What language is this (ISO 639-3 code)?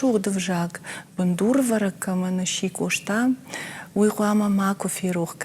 oss